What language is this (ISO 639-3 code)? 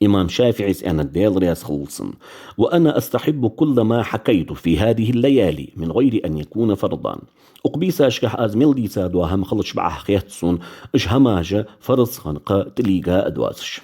inh